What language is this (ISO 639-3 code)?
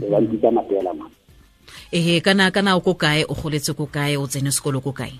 sot